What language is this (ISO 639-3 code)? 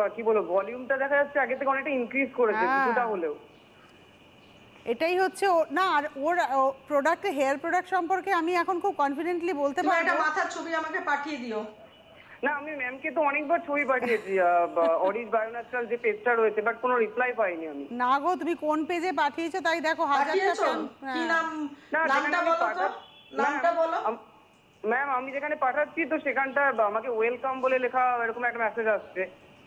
ben